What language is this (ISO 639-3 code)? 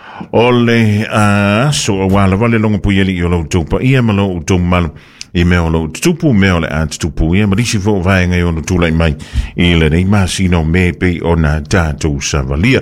smo